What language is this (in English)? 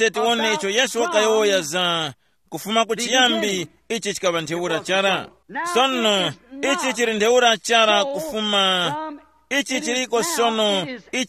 Tumbuka